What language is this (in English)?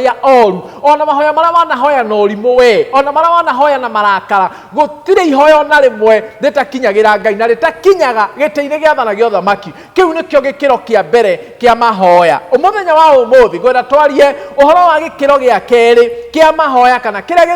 Kikuyu